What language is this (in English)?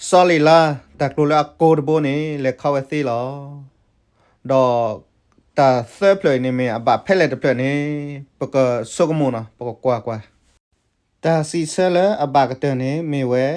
S'gaw Karen